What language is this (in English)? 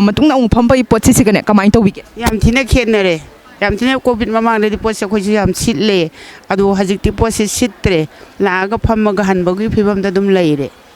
Manipuri